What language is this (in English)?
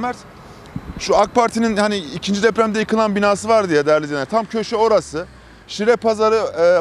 Turkish